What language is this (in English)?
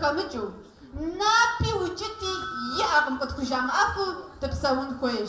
Kabardian